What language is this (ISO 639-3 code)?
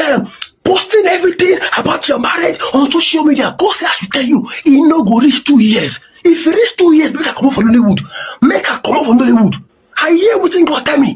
pcm